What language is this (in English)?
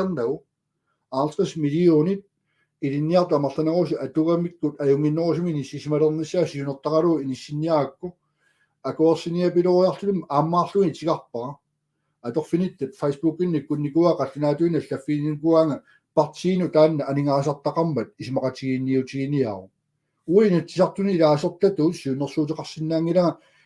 Kalaallisut